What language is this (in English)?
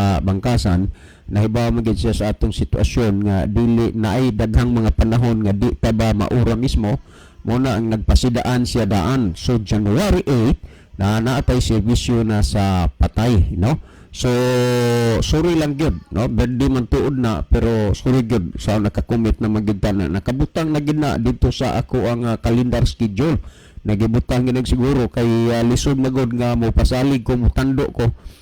Cebuano